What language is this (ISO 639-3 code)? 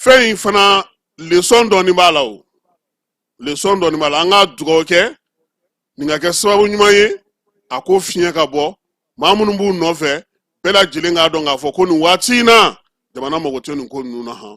bam